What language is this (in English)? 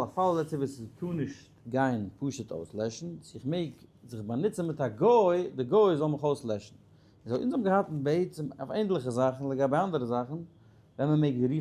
Yiddish